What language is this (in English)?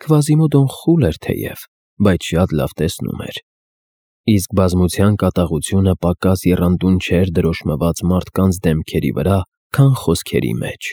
Armenian